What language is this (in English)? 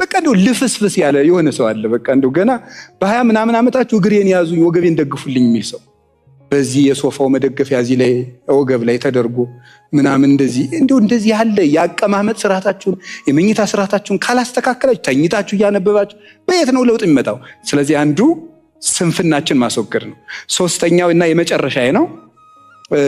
Amharic